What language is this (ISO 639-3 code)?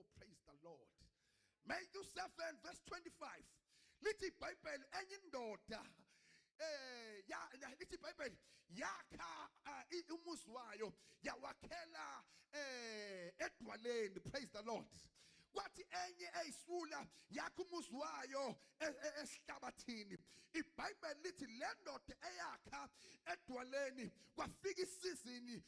zul